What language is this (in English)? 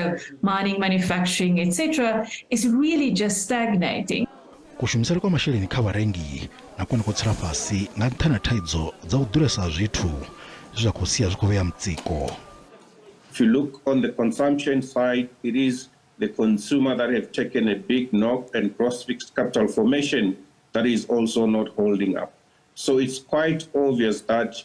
Venda